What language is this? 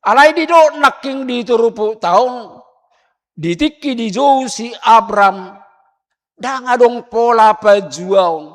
Batak Toba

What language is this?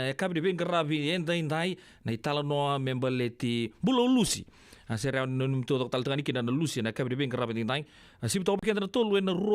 Fijian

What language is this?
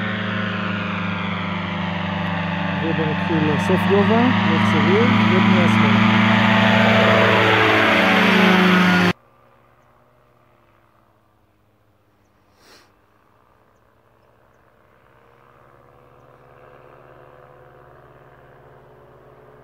Hebrew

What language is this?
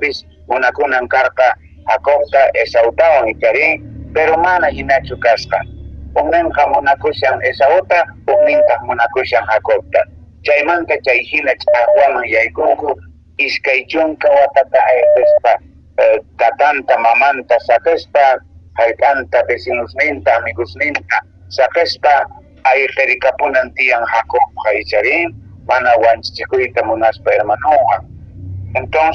Quechua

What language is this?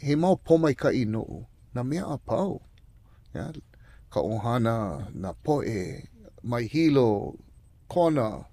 Hawaiian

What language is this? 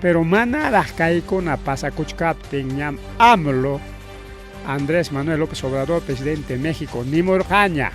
Ayacucho Quechua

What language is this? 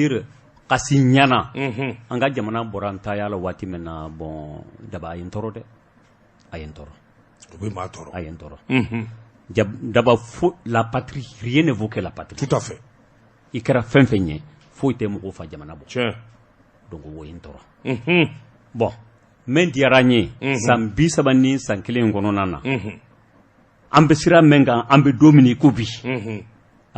Bambara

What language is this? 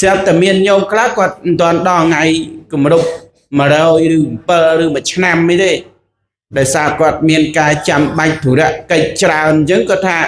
Khmer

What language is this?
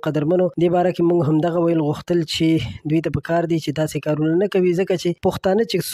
Pashto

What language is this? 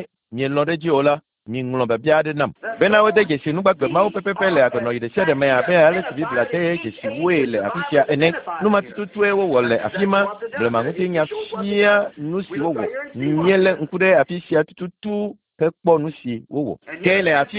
Ewe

